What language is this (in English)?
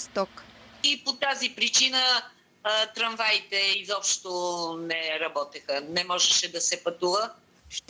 Bulgarian